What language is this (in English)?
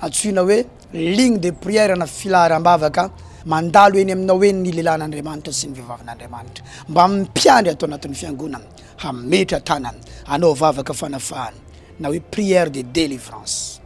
Malagasy